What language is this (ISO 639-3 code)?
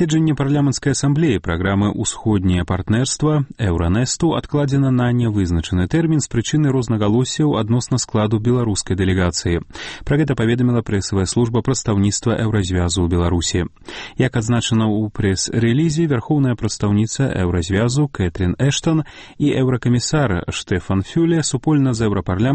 bel